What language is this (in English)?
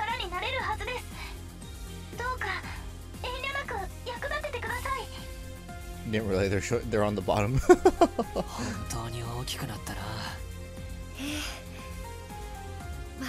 Japanese